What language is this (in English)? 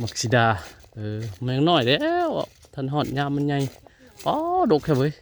Northeastern Thai